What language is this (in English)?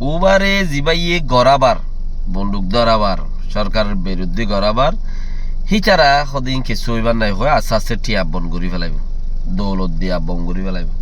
Rohingya